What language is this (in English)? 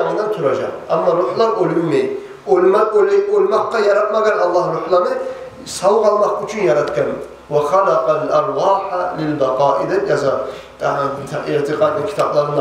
Kumyk